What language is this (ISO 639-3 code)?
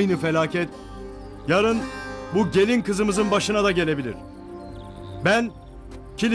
tur